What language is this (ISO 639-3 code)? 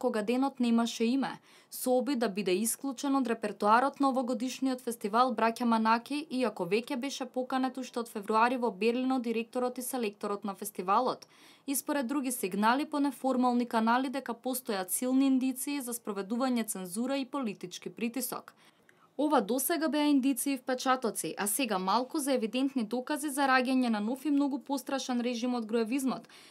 mkd